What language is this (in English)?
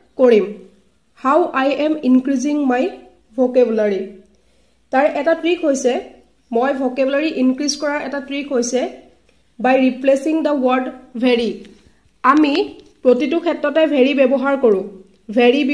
Assamese